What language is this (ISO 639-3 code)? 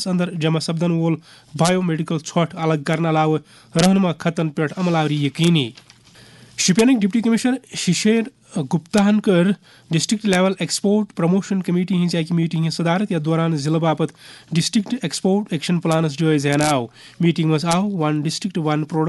kas